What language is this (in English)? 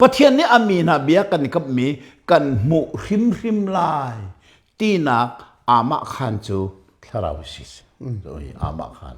Hakha Chin